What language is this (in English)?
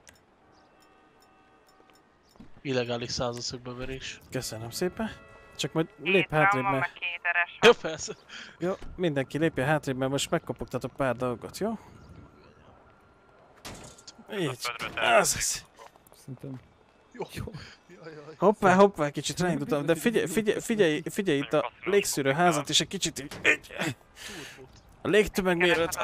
Hungarian